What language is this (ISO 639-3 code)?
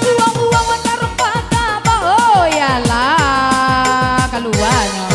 min